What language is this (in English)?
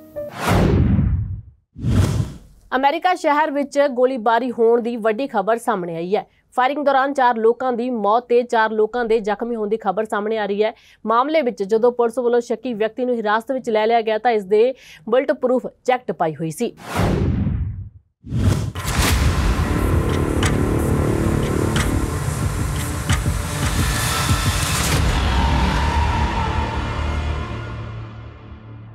Punjabi